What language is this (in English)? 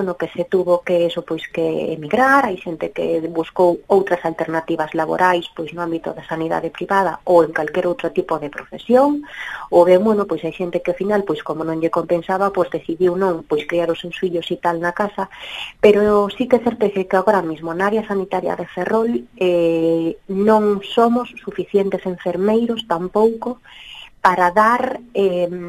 Galician